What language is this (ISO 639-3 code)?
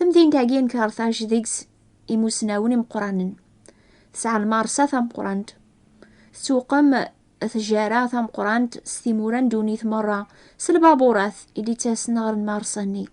kab